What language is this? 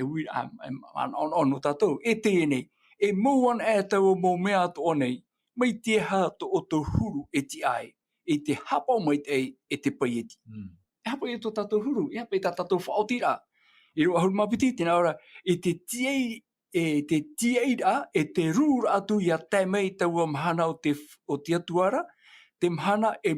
Tahitian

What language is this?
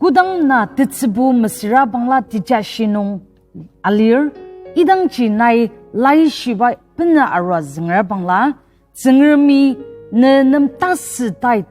Ao Naga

